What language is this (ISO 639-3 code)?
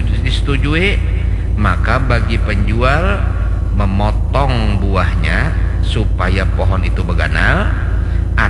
bjn